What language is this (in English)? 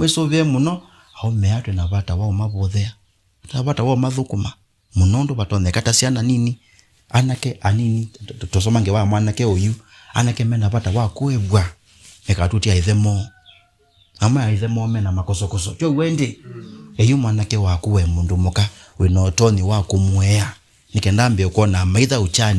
Kamba